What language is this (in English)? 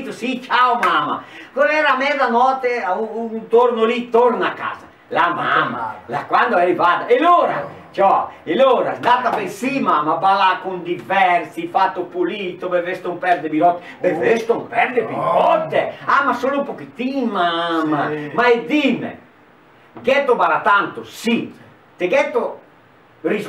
Venetian